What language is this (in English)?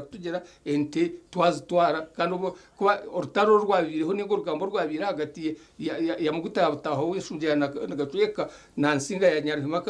Nyankole